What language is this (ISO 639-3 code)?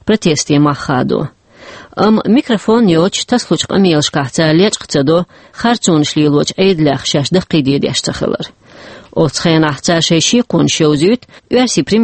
che